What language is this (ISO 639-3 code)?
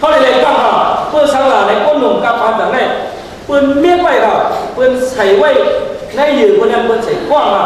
shn